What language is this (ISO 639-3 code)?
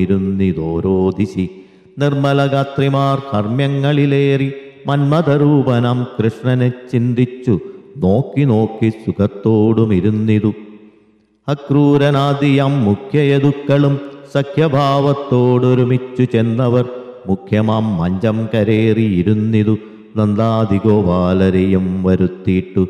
mal